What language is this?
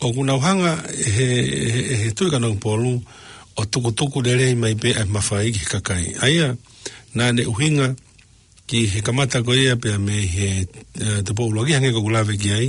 Tongan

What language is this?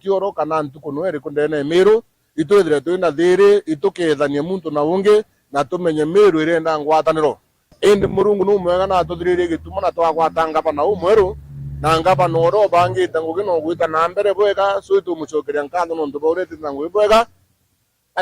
Meru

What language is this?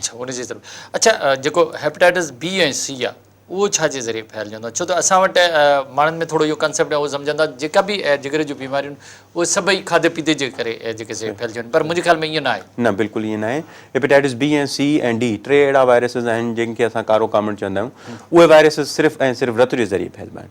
Sindhi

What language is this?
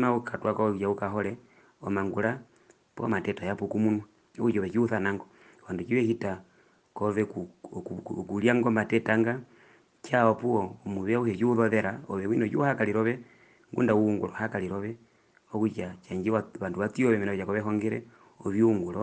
Herero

